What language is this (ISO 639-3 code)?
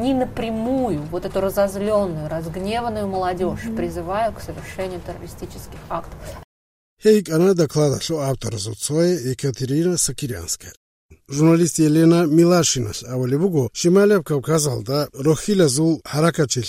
ava